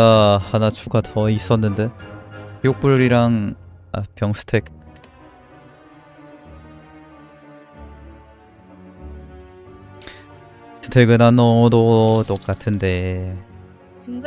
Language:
Korean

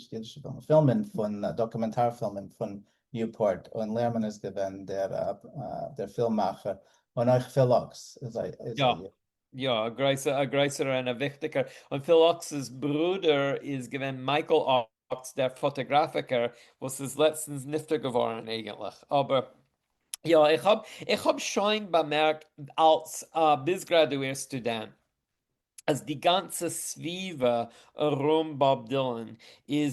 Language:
Yiddish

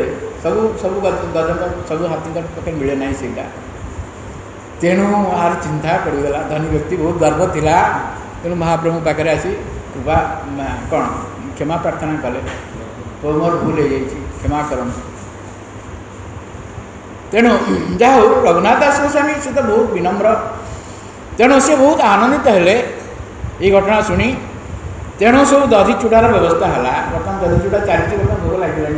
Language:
Odia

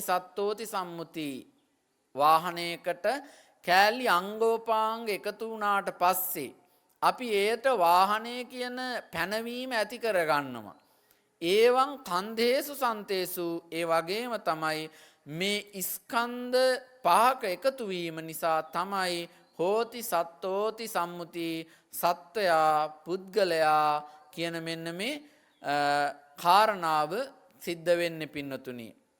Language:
Sinhala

